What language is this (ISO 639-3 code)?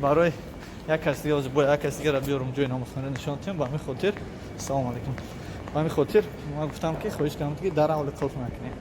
tgk